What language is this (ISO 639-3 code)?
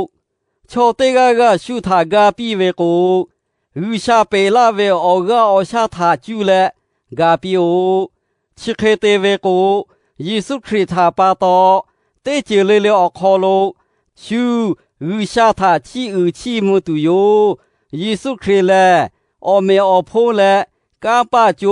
lhu